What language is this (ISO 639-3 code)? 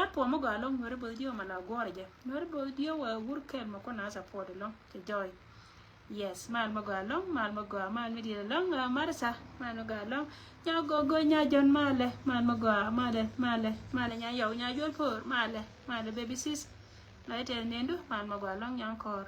nus